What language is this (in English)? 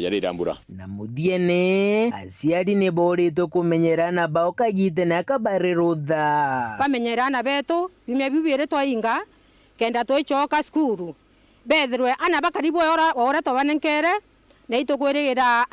Meru